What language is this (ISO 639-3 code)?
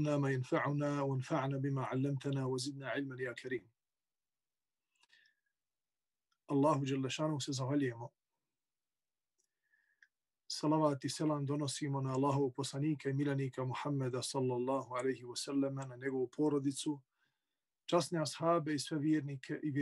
bos